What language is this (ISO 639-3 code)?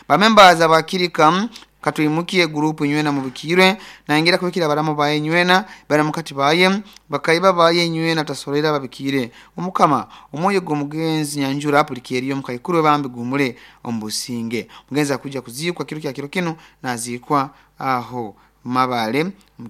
nyo